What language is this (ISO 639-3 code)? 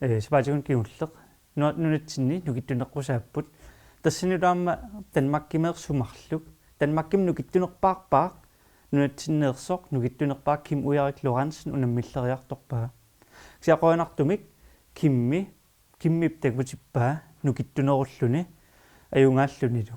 kal